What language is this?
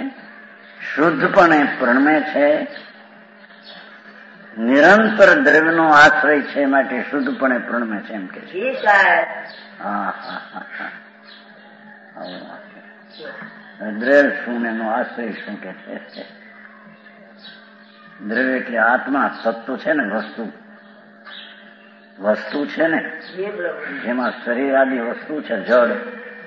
Gujarati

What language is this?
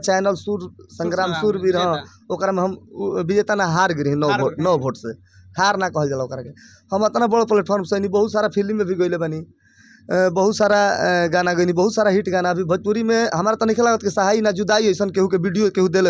Bhojpuri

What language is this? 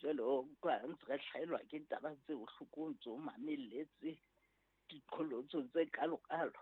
Southern Sotho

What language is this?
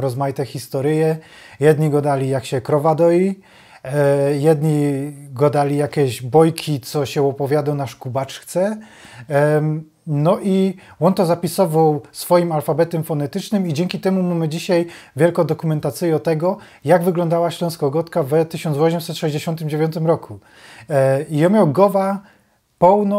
Silesian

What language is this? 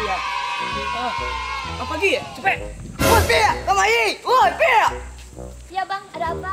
Minangkabau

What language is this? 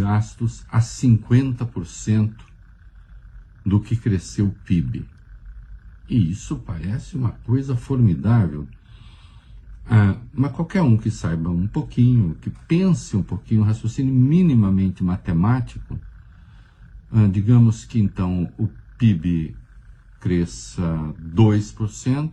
Portuguese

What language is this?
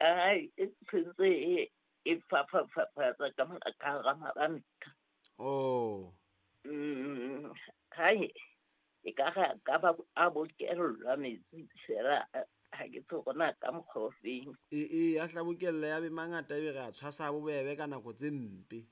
Southern Sotho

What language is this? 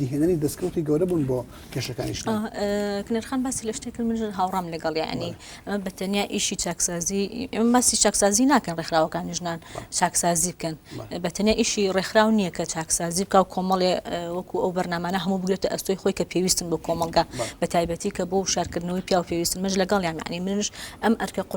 Central Kurdish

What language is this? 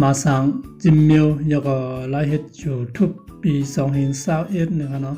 Shan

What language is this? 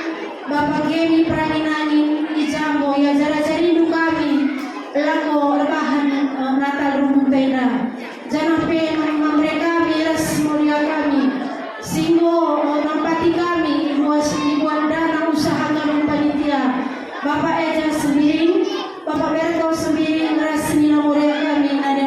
Batak Karo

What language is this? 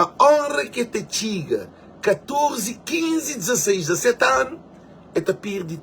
Kabuverdianu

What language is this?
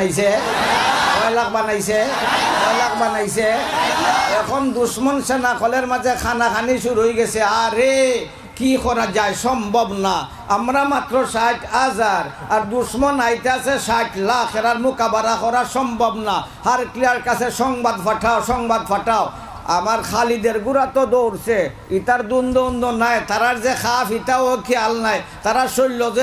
Sylheti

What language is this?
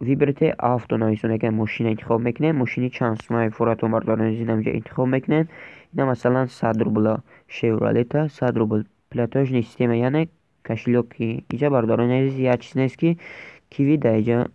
Tajik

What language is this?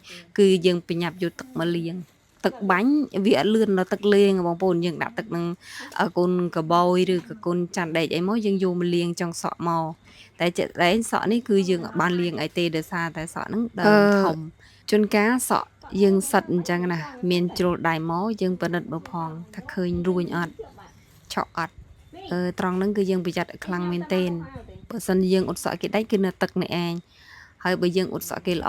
Khmer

